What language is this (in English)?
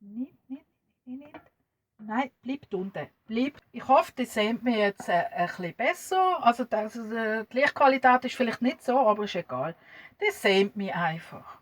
Swiss German